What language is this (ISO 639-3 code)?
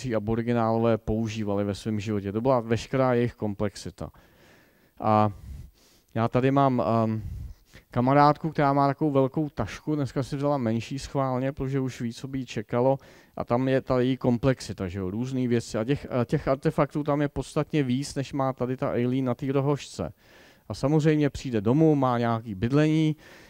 ces